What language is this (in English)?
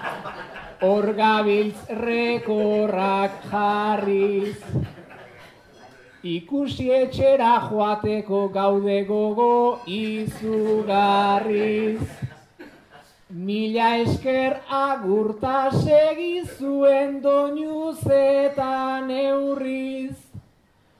Basque